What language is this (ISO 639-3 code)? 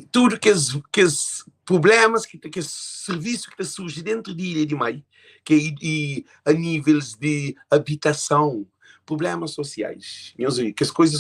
kea